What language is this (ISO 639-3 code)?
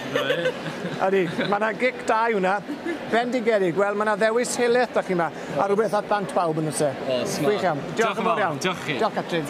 cym